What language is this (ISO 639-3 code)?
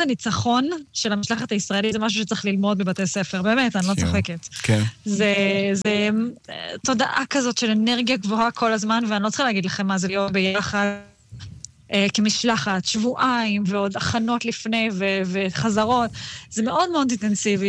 heb